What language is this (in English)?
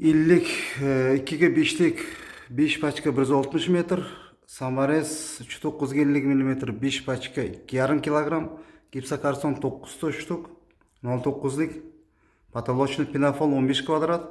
Uzbek